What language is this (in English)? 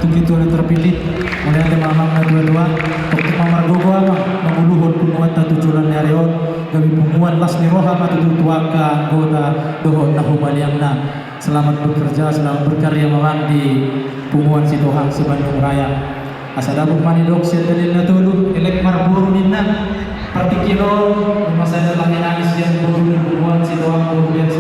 Batak Toba